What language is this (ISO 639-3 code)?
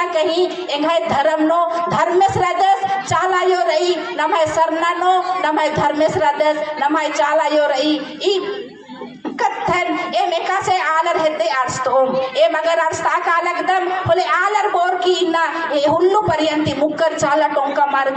kru